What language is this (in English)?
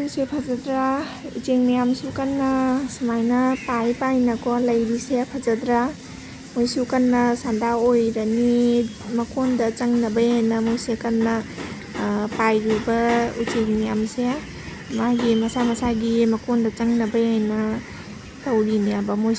Manipuri